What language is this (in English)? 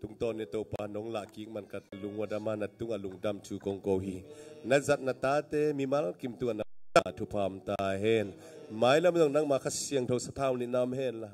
Tedim Chin